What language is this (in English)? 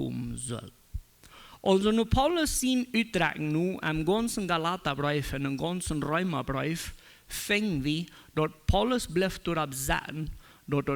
Plautdietsch